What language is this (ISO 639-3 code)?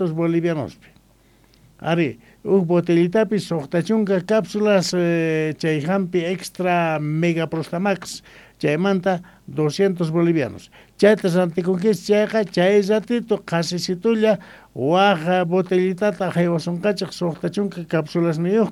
quh